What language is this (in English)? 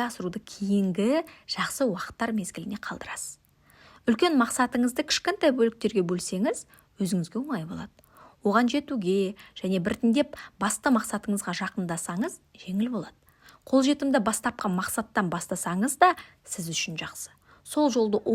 Kazakh